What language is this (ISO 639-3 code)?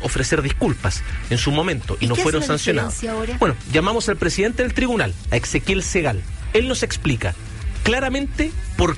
spa